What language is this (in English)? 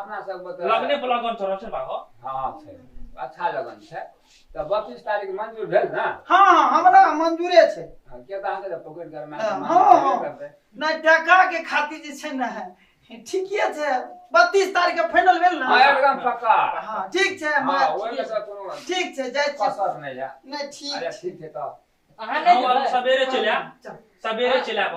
Maithili